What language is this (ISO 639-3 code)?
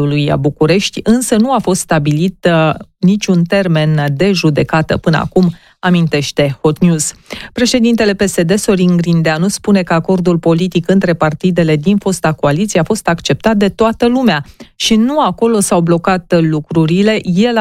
ron